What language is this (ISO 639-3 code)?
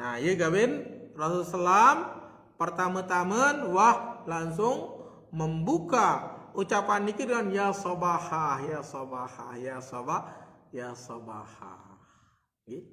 sas